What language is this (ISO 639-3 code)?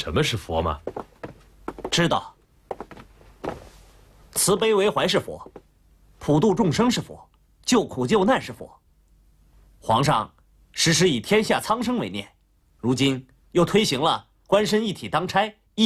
zho